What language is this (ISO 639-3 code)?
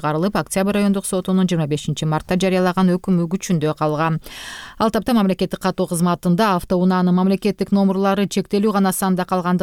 kir